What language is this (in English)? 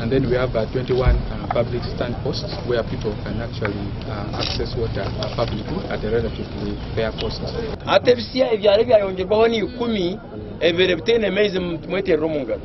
Nyankole